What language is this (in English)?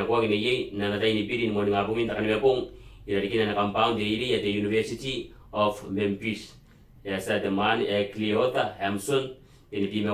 Gilbertese